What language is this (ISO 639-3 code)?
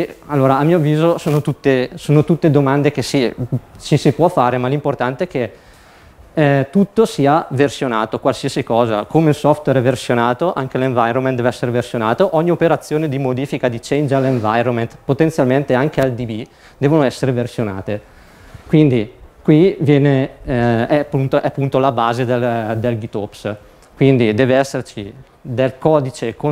ita